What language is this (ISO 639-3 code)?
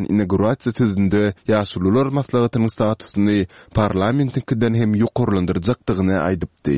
tuk